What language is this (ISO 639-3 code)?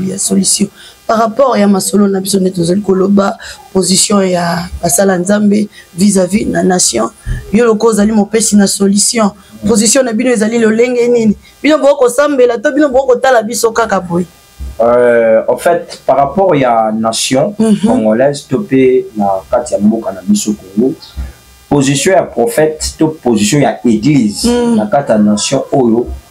lin